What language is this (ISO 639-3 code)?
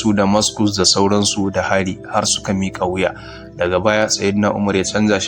hau